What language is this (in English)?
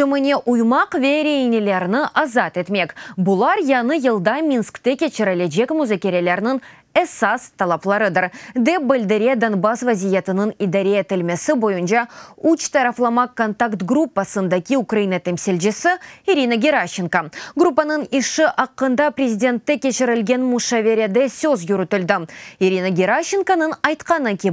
Crimean Tatar